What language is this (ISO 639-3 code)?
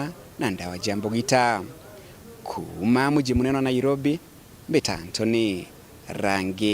mer